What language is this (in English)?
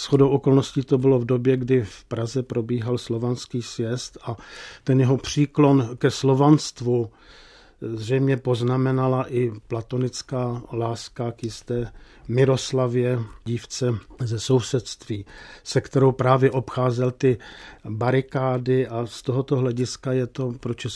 Czech